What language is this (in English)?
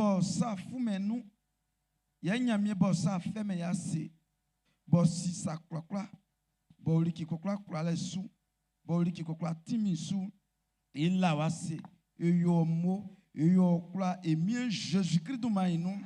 Baoulé